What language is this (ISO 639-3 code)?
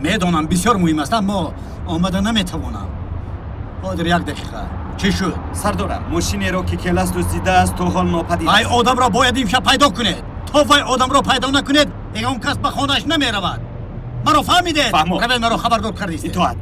tgk